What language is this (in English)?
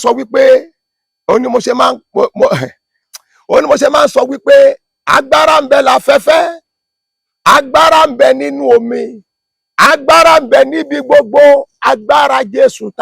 Yoruba